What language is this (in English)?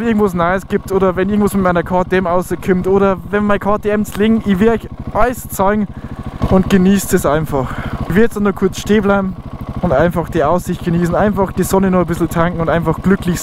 Bavarian